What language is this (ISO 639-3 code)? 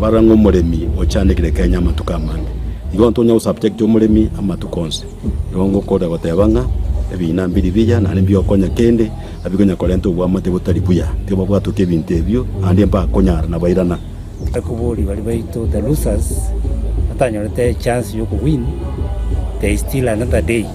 guz